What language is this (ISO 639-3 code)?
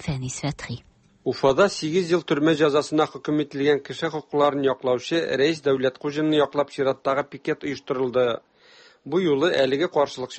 tat